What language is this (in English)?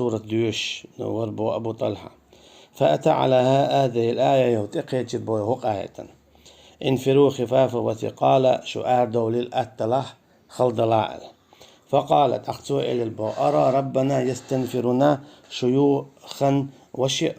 Chechen